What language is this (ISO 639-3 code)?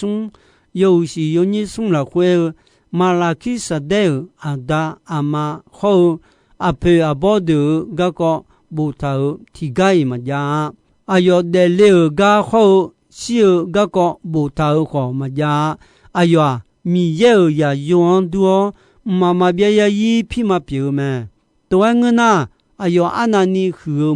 ahk